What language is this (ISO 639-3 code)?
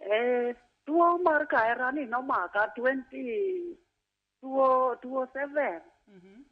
luo